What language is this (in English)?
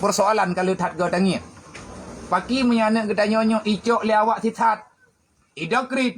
Achinese